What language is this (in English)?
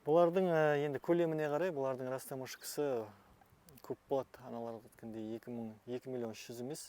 Kazakh